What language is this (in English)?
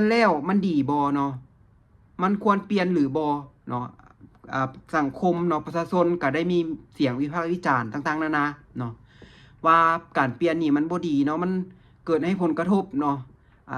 Lao